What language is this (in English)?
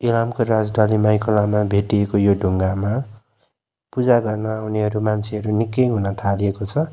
Nepali